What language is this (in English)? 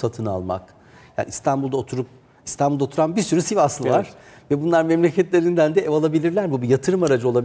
Turkish